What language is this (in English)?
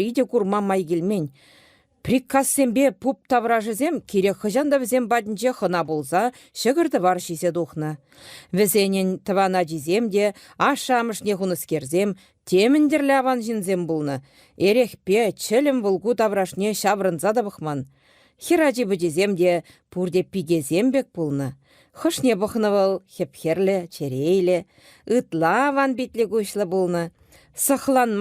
Chuvash